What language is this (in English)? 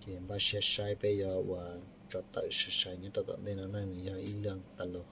Hmong